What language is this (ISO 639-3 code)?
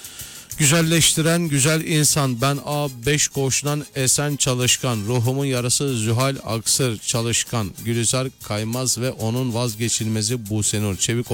tur